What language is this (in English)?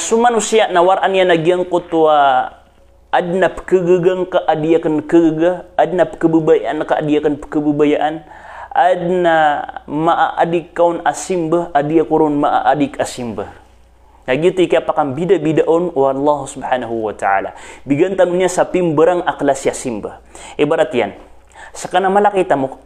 Maranao